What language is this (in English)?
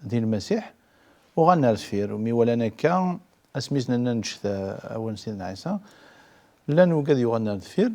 Kabyle